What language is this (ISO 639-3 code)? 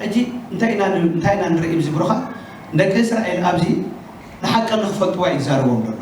tir